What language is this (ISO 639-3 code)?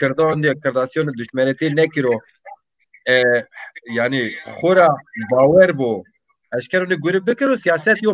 zza